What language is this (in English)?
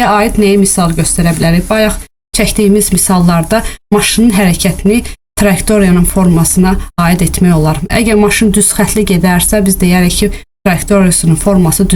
Azerbaijani